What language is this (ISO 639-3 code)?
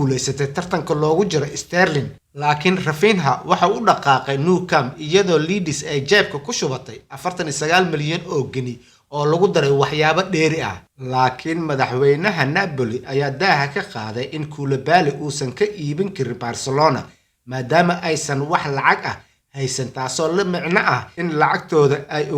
som